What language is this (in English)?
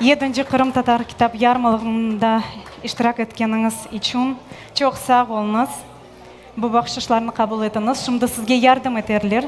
Crimean Tatar